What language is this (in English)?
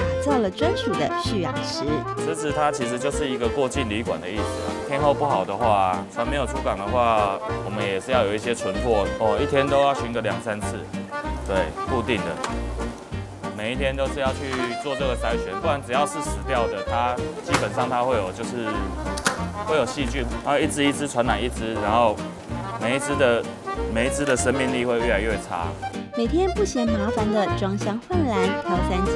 Chinese